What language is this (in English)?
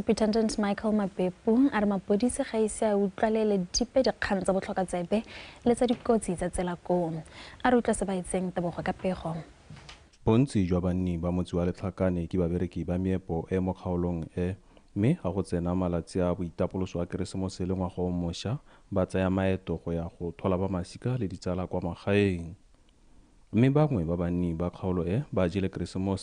Tswana